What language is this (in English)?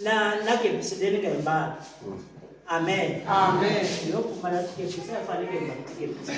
Tsonga